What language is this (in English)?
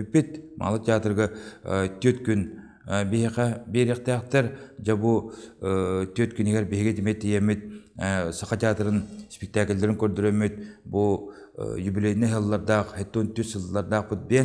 Yakut